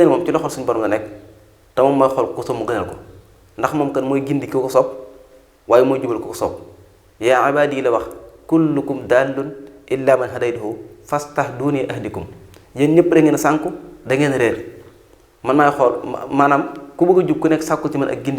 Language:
Wolof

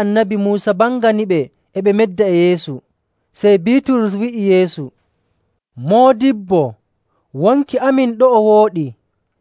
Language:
Nigerian Fulfulde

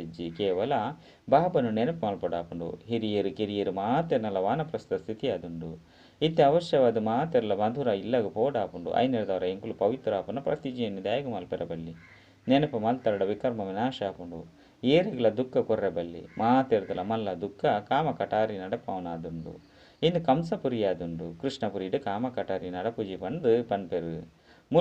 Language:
Tulu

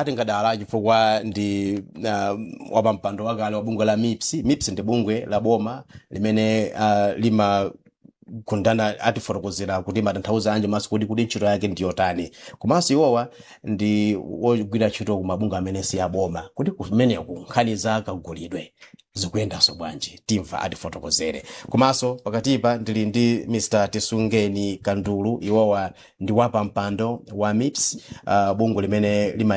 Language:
Nyanja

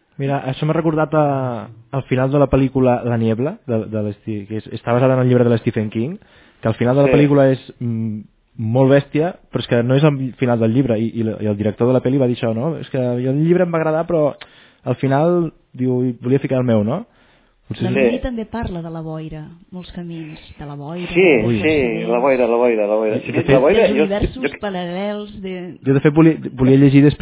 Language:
Catalan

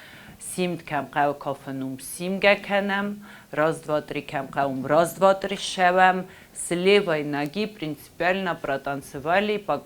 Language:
Ossetic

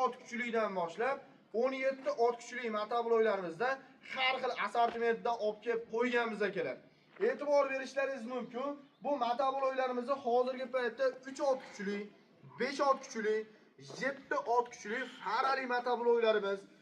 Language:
Uzbek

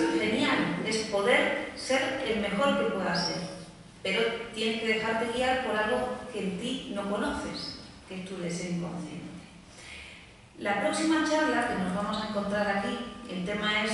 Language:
Spanish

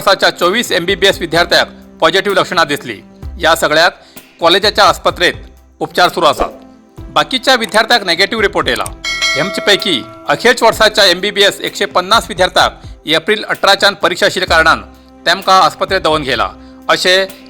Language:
Konkani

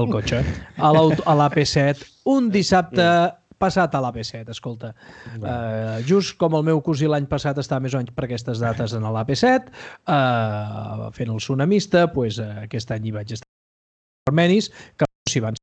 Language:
Catalan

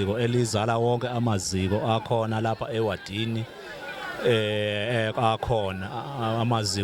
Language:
Zulu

